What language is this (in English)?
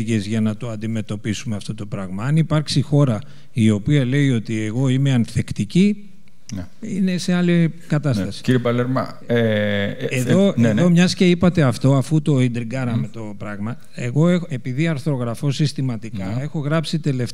Greek